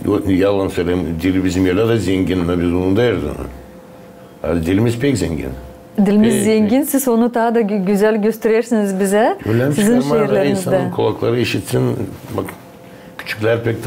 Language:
Gagauz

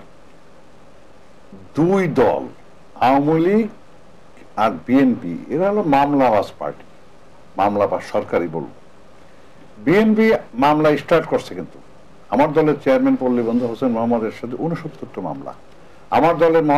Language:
Bangla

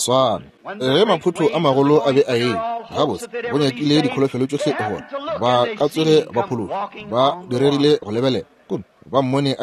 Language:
Northern Sotho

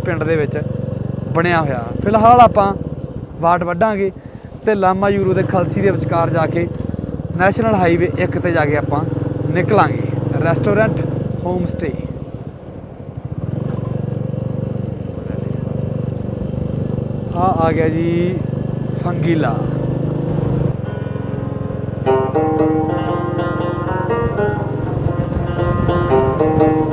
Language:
Punjabi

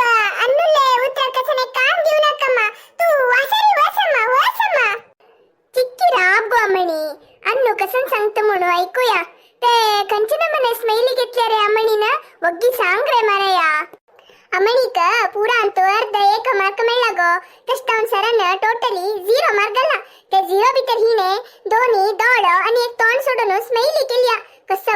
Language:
Konkani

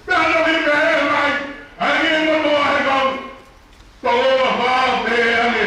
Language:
Tongan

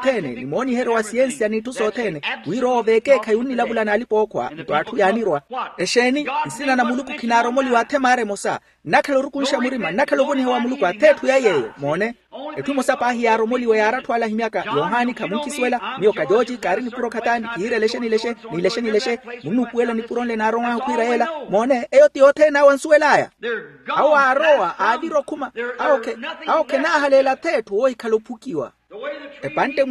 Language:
Makhuwa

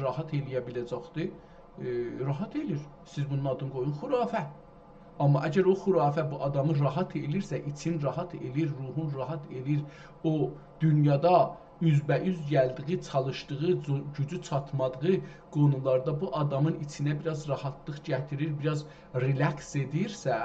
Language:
South Azerbaijani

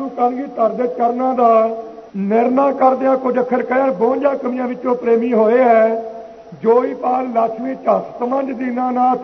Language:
Punjabi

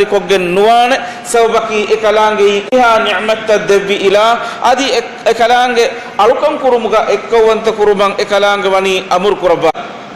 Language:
Divehi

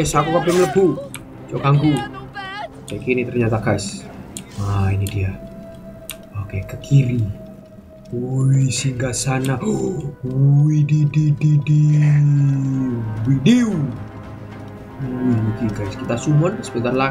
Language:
Indonesian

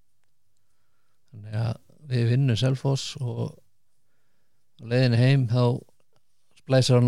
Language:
Icelandic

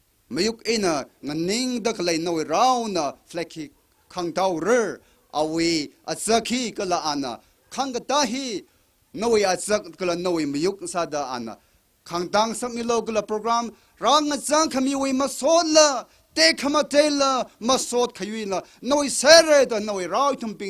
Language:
Tangkhul Naga (India)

